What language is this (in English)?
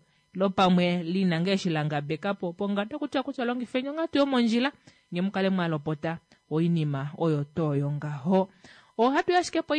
Kuanyama